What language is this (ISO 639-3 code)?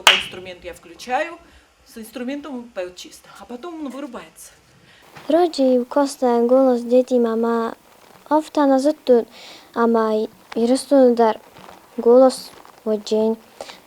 oss